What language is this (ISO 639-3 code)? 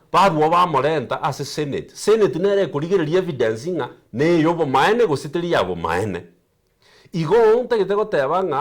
guz